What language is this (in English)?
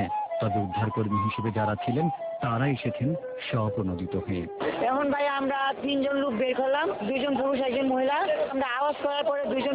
Bangla